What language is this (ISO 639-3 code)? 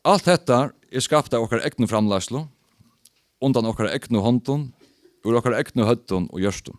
fao